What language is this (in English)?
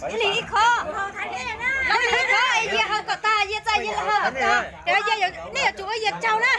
Hmong